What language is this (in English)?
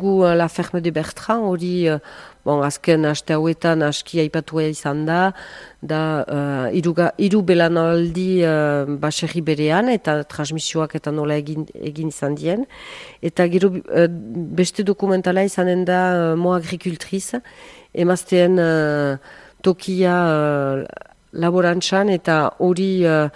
Basque